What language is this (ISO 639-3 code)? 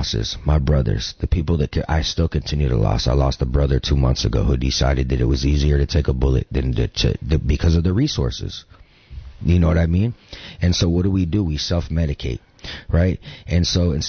eng